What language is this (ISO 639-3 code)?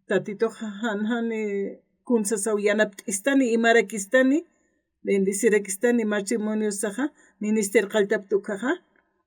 aym